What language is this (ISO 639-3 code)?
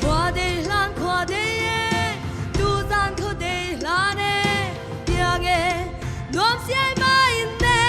cnh